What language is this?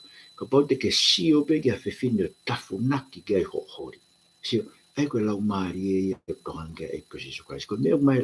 Tongan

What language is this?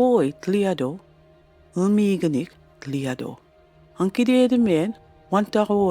Mi'kmaw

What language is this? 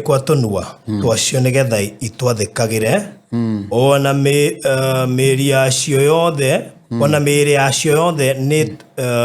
Kikuyu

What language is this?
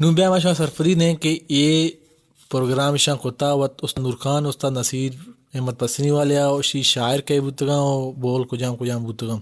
Baluchi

